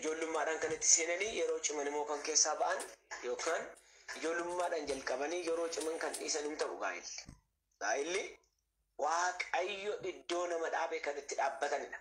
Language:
Oromo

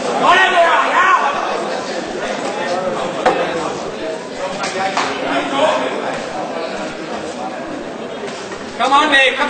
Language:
Danish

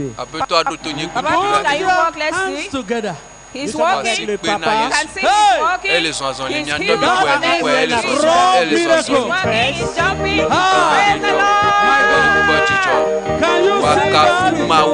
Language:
Ewe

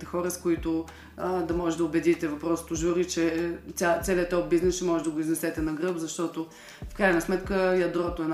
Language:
Bulgarian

